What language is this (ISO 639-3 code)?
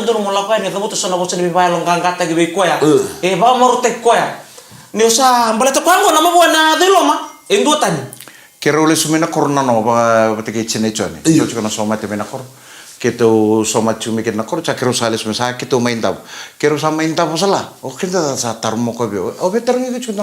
fij